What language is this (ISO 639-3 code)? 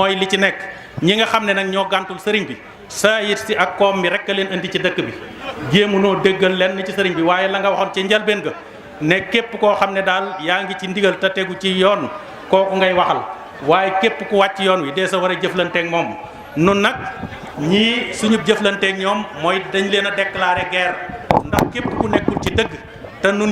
wol